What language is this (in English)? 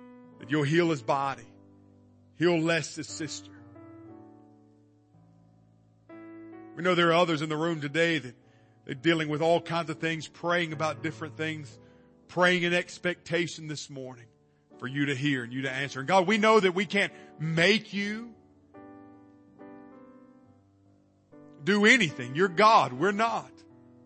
English